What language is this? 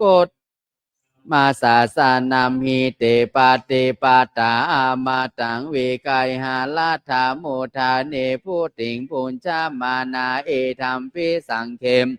Pali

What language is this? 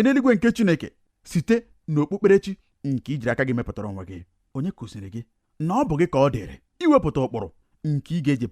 Igbo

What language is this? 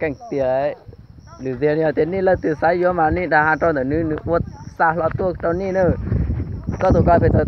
Hmong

